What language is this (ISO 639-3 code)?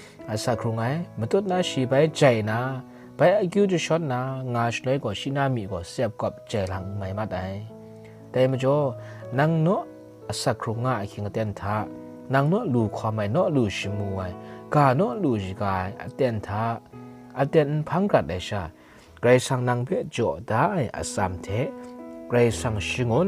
kac